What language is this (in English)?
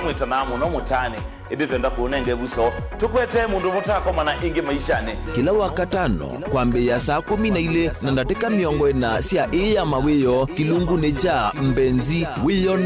Kamba